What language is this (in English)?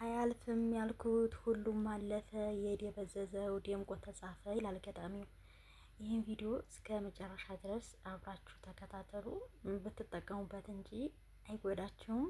Amharic